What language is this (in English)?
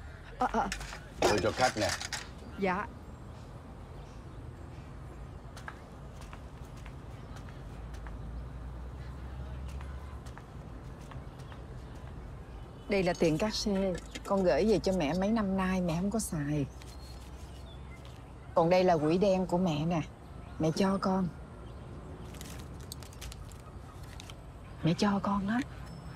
Vietnamese